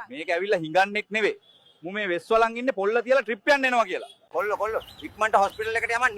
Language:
Sinhala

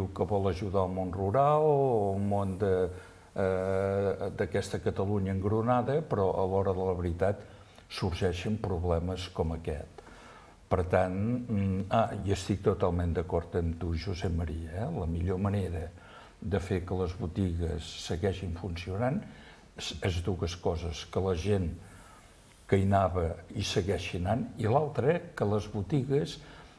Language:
Catalan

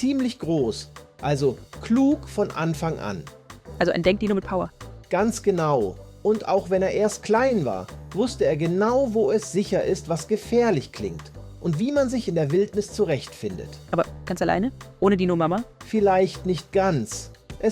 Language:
Swiss German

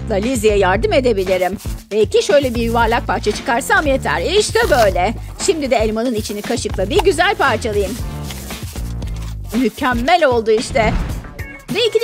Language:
Turkish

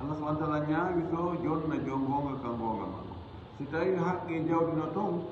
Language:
Fula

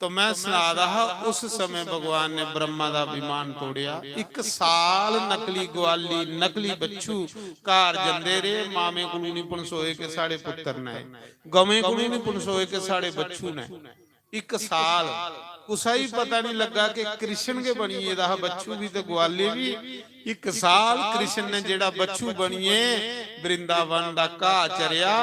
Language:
Dogri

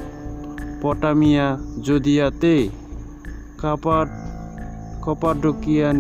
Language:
Kok Borok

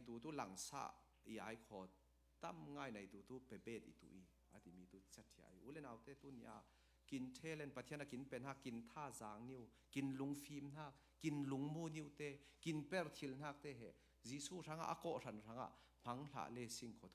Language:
Falam Chin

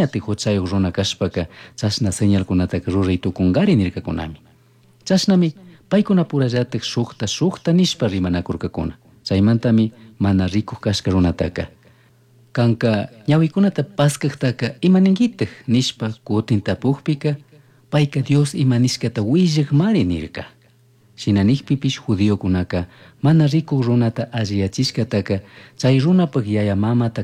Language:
Chimborazo Highland Quichua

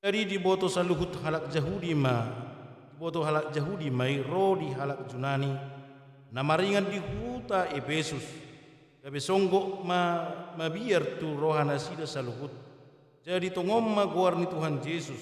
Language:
Batak Toba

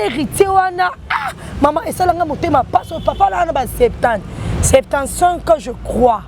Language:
Lingala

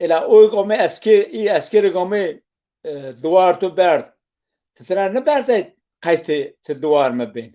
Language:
Zaza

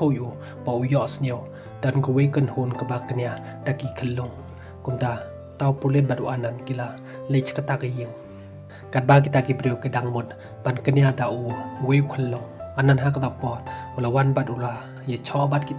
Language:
Khasi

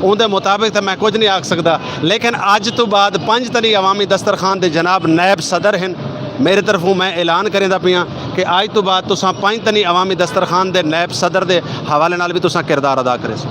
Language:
Saraiki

